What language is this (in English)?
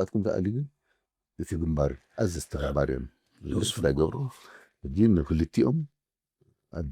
Tigrinya